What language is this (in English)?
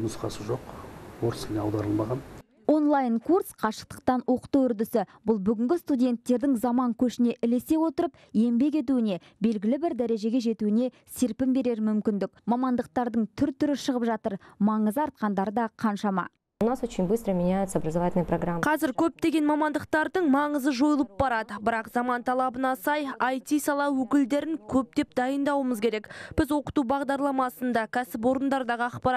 Kazakh